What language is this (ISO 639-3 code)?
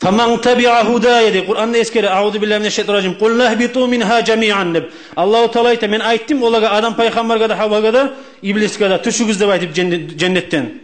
kum